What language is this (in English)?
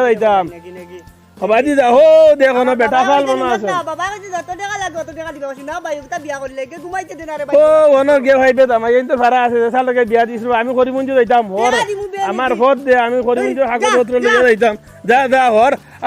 Sylheti